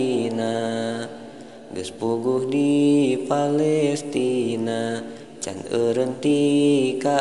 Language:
Sundanese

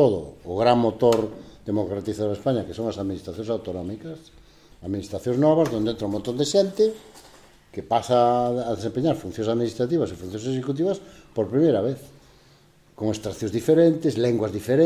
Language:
Galician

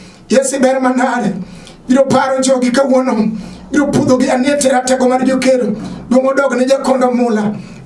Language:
Luo (Kenya and Tanzania)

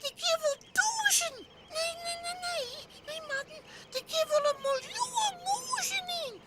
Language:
Western Frisian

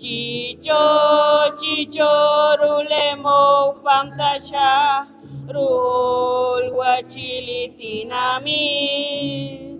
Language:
Poqomchi'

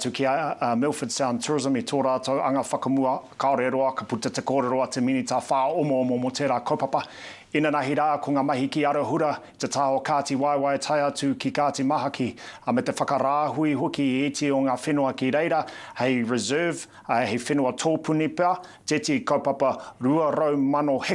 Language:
Māori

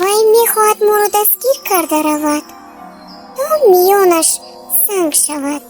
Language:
Tajik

